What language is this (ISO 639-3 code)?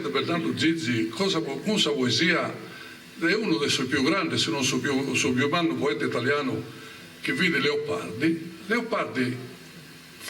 srd